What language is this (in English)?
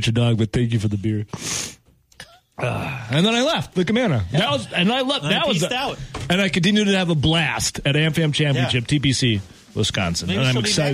English